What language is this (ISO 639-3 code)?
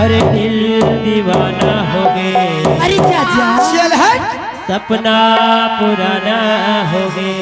hne